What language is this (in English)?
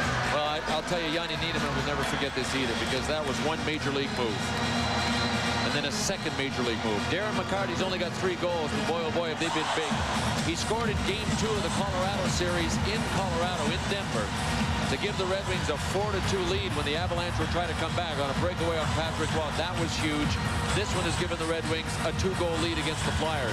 English